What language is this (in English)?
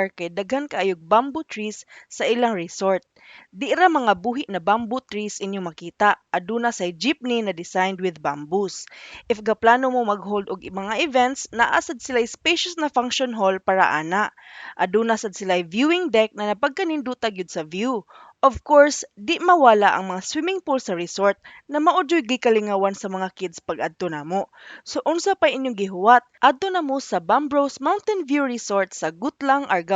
Cebuano